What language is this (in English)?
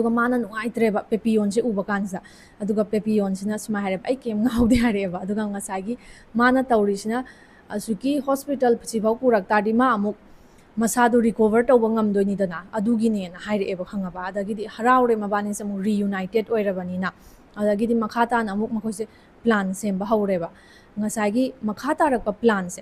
Manipuri